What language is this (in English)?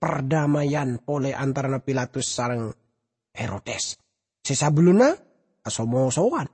Madurese